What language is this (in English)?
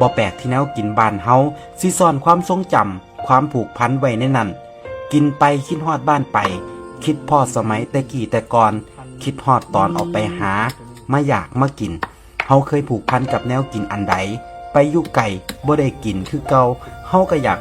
Lao